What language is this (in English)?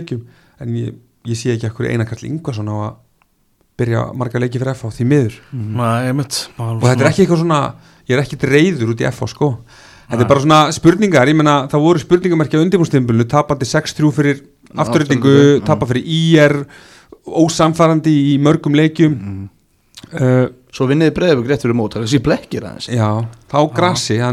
Icelandic